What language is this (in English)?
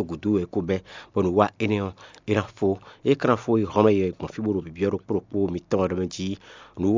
Fon